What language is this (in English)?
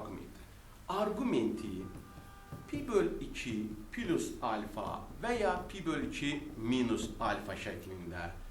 Azerbaijani